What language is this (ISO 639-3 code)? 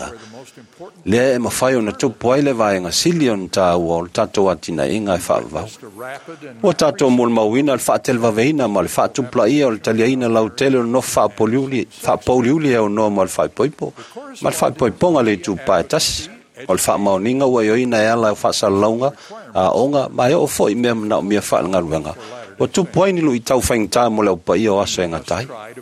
smo